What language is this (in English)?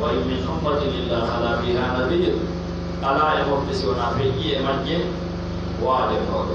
Pular